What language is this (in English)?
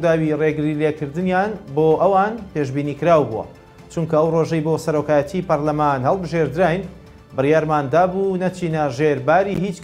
Central Kurdish